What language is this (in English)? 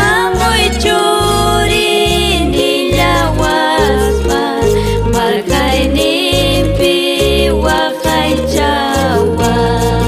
Ayacucho Quechua